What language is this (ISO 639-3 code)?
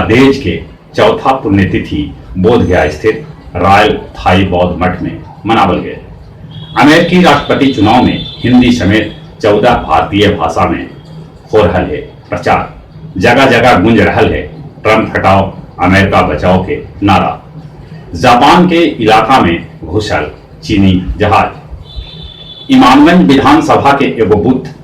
mag